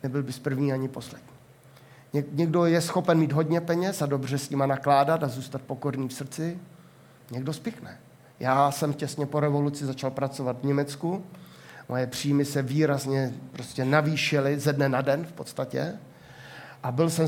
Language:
Czech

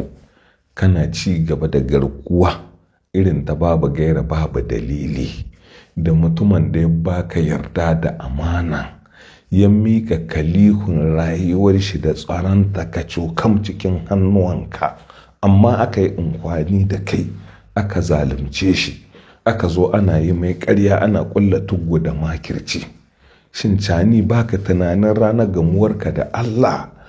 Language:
Hausa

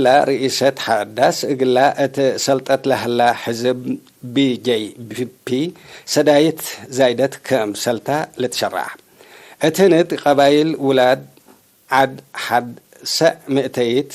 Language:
Tigre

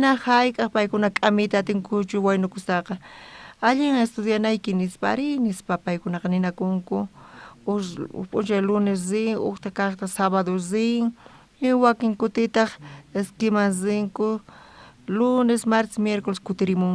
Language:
South Bolivian Quechua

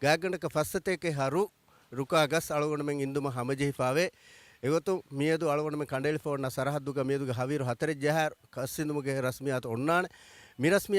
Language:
Divehi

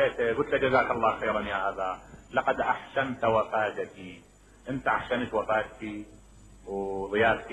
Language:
Mesopotamian Arabic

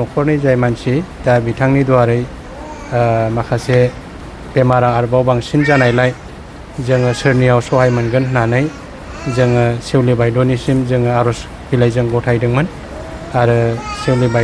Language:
Bodo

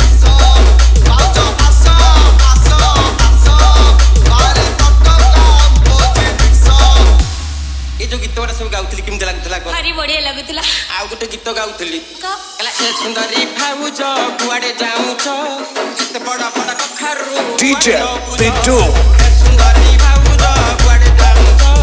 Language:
Odia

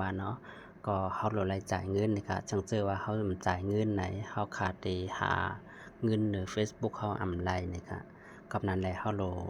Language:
Shan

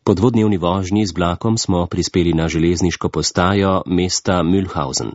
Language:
Slovenian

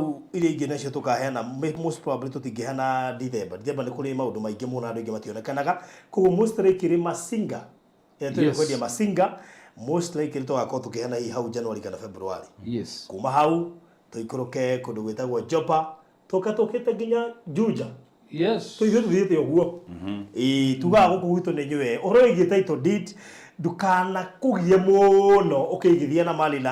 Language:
Kikuyu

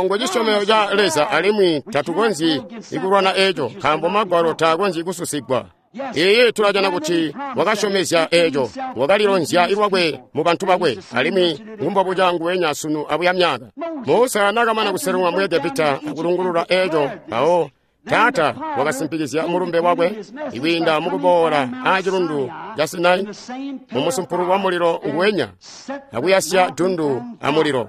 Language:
Tonga (Zambia)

